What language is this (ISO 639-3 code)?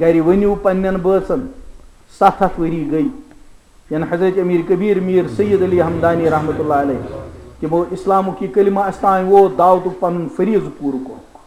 kas